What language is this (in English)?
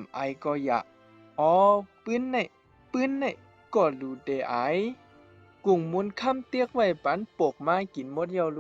Shan